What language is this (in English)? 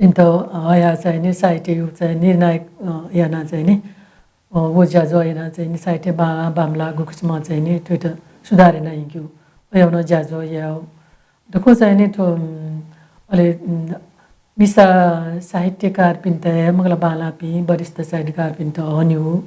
Newari